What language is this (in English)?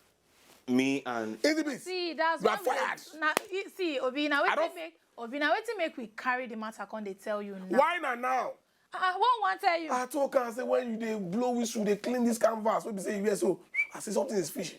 Nigerian Pidgin